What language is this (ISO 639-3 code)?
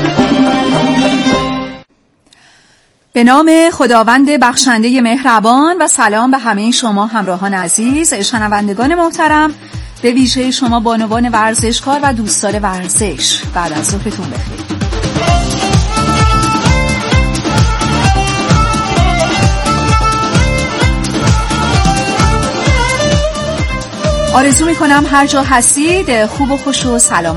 fas